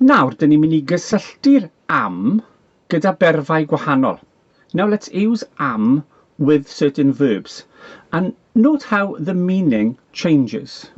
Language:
Welsh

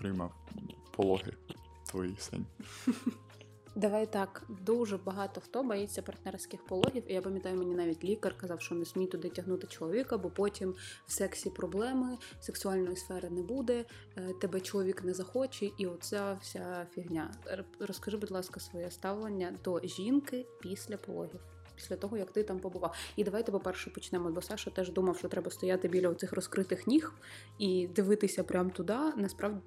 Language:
Ukrainian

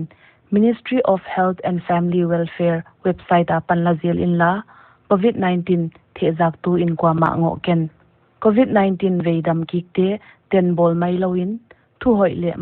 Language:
Paite Chin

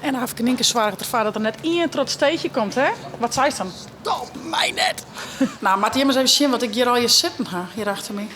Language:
Western Frisian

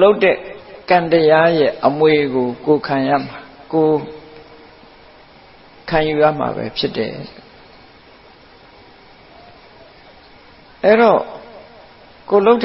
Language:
Burmese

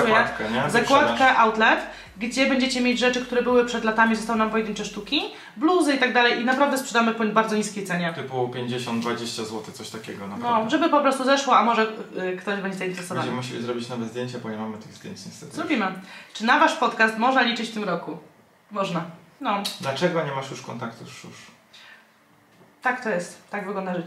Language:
Polish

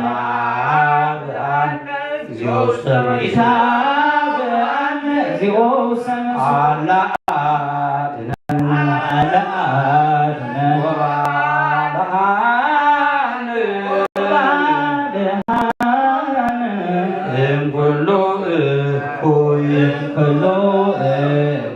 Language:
Geez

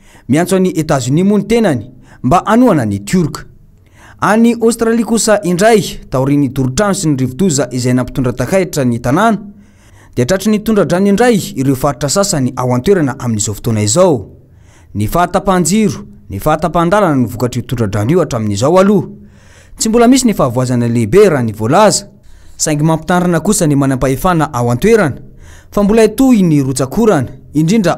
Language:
Malagasy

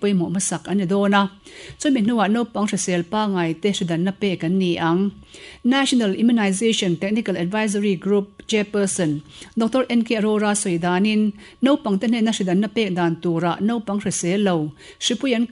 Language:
Mizo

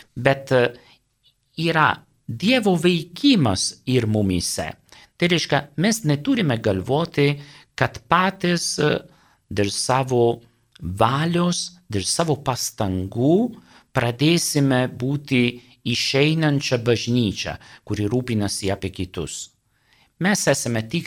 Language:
Lithuanian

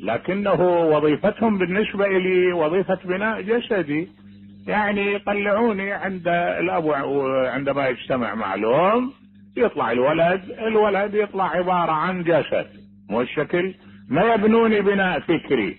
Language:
Mesopotamian Arabic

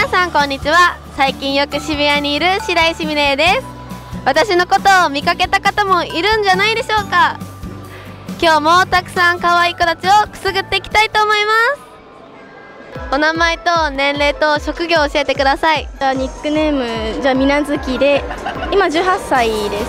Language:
Japanese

